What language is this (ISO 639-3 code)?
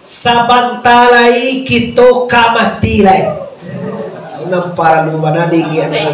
min